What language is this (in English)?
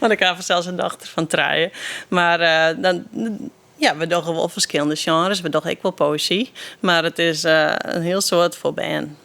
Western Frisian